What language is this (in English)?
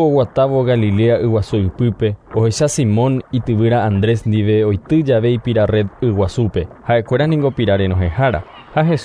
Guarani